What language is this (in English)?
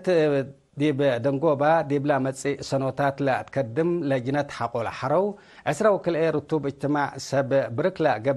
Tigre